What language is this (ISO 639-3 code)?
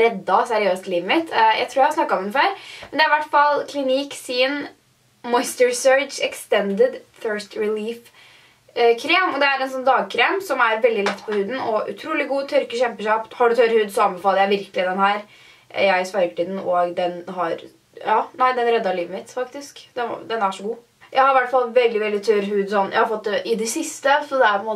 nor